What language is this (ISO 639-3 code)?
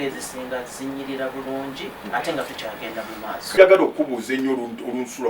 lug